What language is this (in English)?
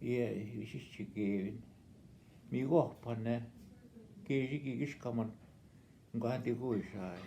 Northwestern Ojibwa